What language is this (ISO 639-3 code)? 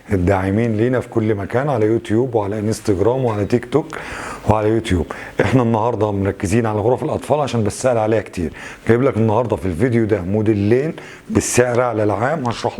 arz